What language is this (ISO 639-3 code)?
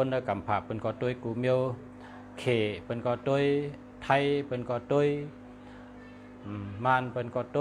shn